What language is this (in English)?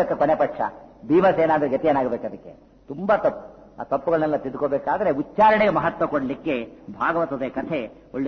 Kannada